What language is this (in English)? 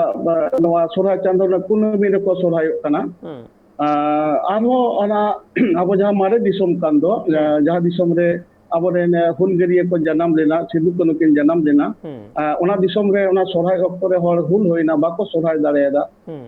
Santali